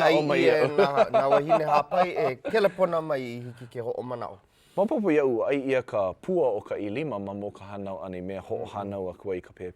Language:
Hawaiian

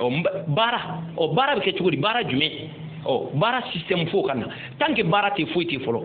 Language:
Bambara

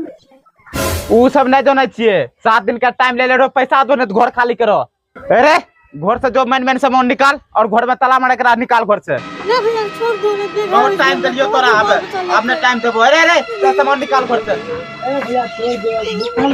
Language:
Angika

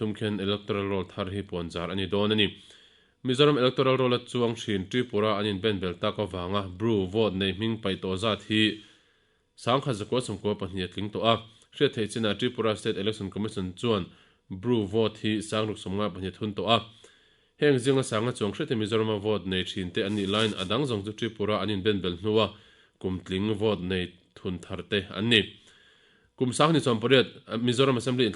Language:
Mizo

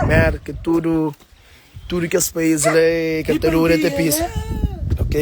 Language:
Kabuverdianu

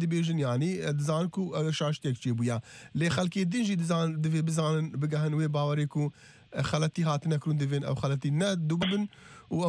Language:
Kurdish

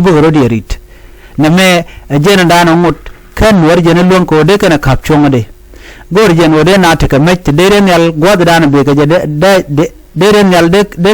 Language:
Nuer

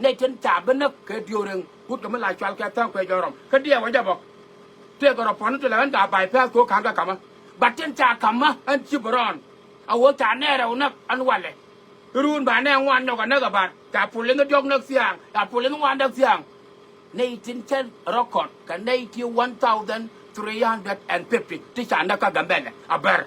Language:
Nuer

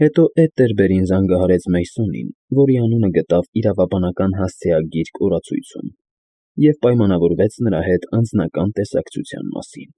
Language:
Armenian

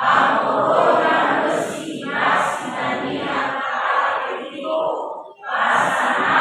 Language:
Nias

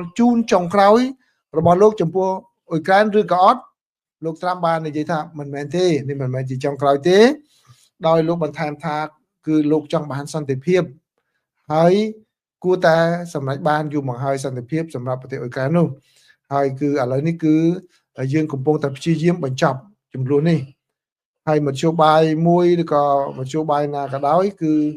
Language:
Khmer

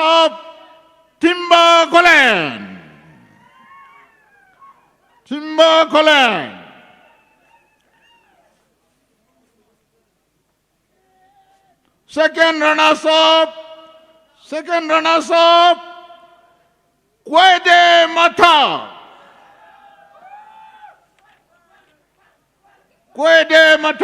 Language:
Poumei Naga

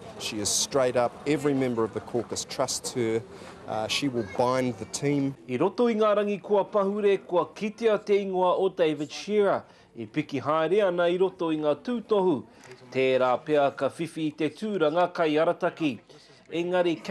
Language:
Māori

